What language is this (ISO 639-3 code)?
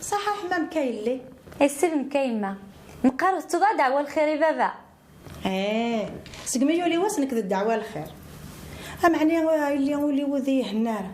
kab